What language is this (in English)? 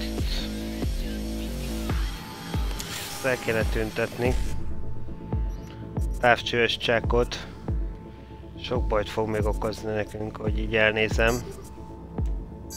Hungarian